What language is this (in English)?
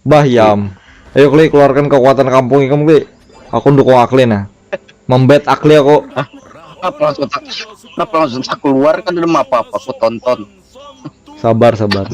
Banjar